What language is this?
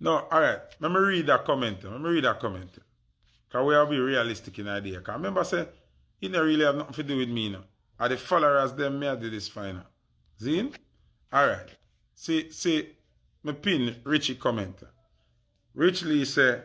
Jamaican Creole English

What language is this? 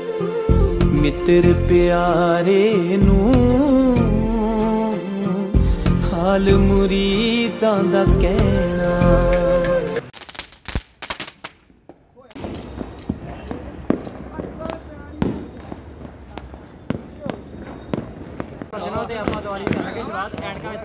Punjabi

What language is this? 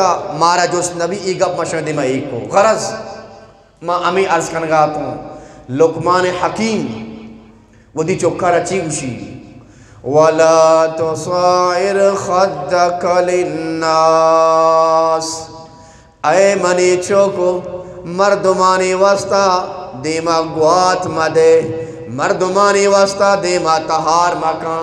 Eastern Balochi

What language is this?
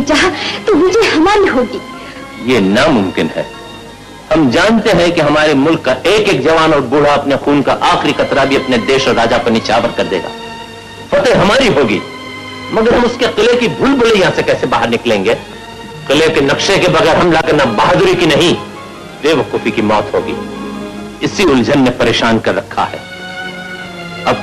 Hindi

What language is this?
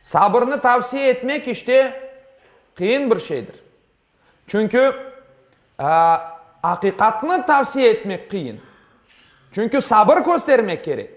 Crimean Tatar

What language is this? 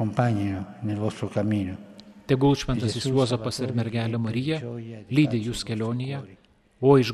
Lithuanian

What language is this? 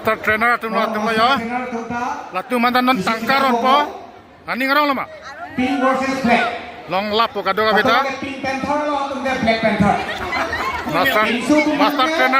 Karbi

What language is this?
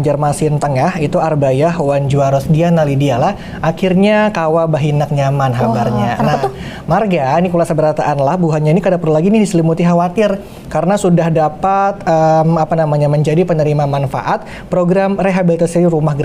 Banjar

